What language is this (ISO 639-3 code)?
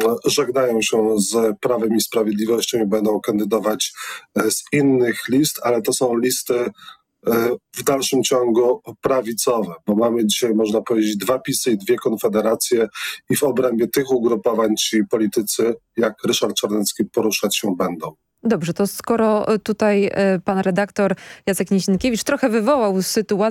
pol